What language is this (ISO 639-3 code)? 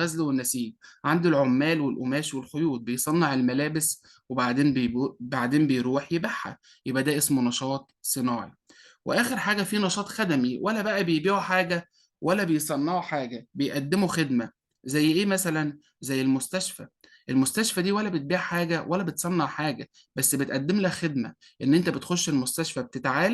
arz